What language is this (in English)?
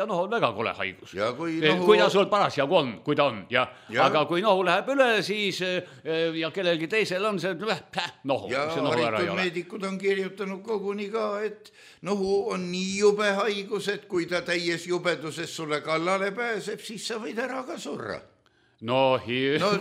Estonian